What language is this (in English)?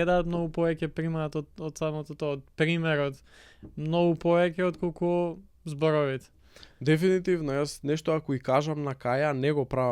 Macedonian